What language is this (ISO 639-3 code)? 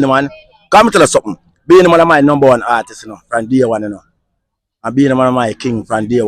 jam